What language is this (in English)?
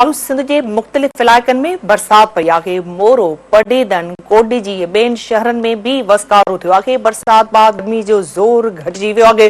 Sindhi